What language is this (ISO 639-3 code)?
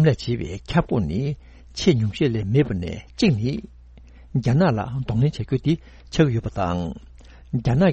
bod